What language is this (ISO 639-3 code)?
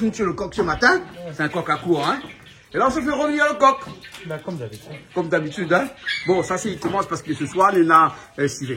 rcf